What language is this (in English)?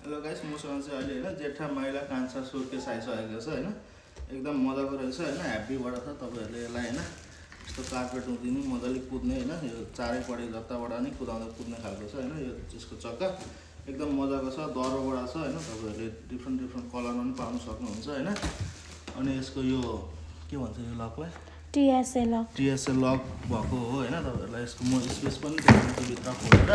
Nepali